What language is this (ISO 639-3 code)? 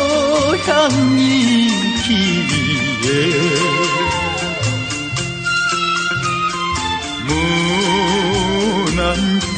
kor